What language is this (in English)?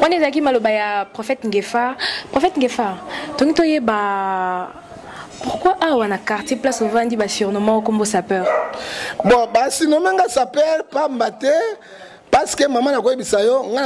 Lingala